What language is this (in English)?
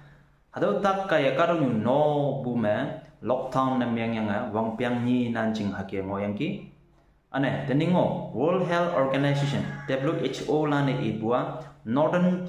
Konyak Naga